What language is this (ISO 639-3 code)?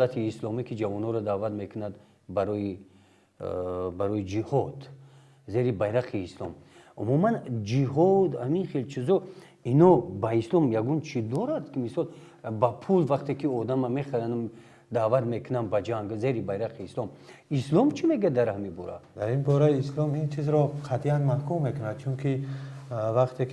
tgk